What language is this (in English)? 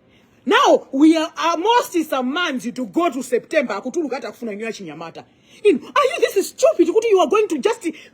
Nyanja